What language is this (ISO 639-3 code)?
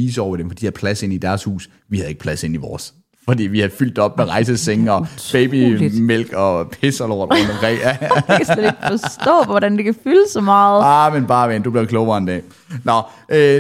dan